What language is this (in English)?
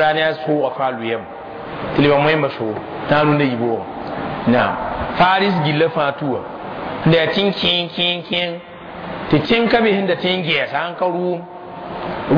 Mossi